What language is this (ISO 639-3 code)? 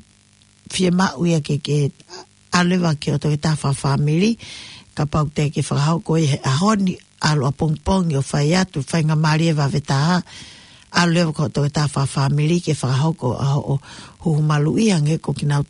ton